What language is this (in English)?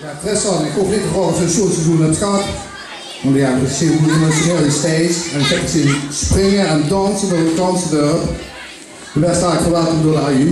Limburgish